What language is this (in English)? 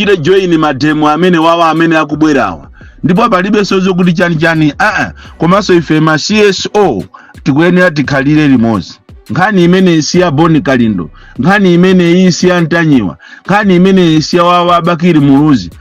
Nyanja